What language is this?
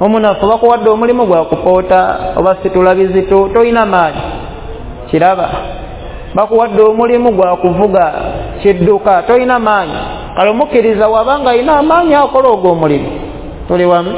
Ganda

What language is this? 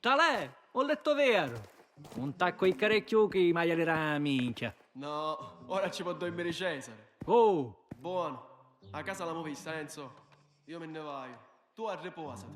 Sicilian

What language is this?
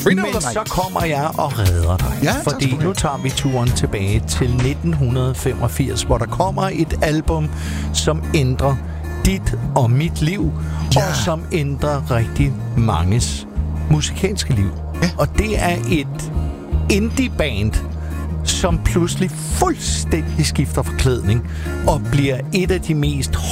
Danish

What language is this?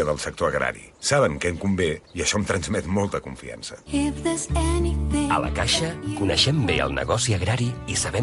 Catalan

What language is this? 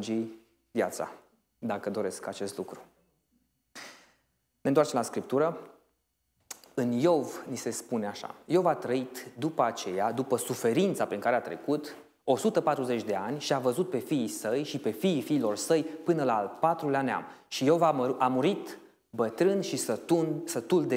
Romanian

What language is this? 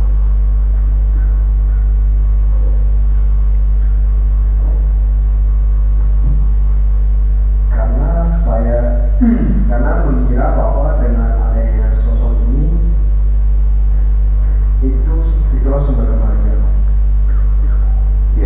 Indonesian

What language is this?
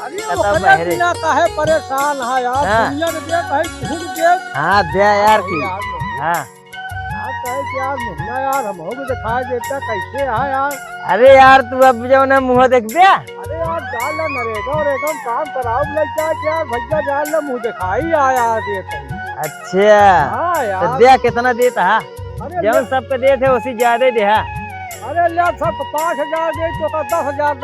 Awadhi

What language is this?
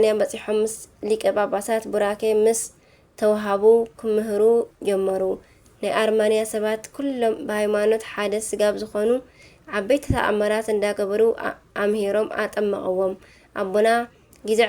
Tigrinya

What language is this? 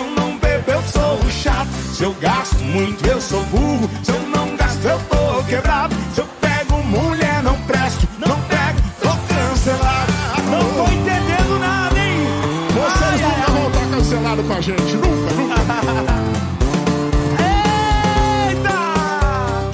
Portuguese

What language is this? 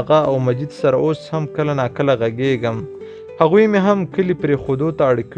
Pashto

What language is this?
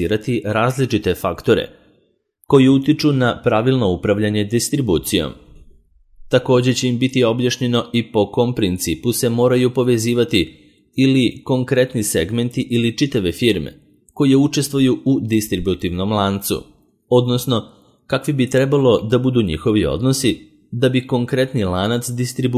Serbian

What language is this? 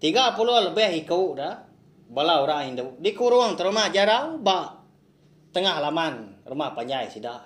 Iban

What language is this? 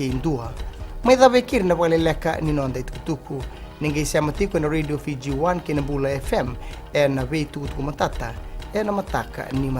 Fijian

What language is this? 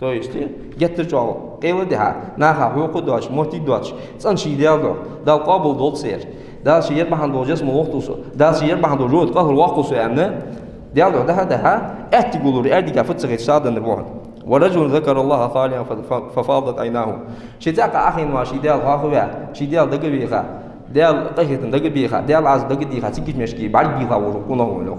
Ingush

